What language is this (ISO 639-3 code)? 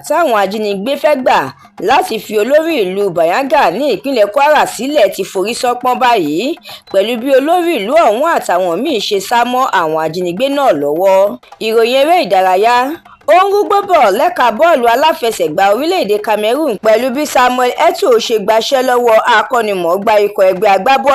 yor